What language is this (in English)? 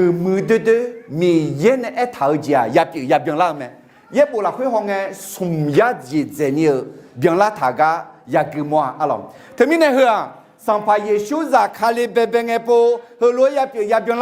Akha